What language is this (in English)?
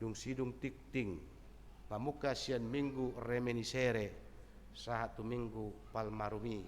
Batak Toba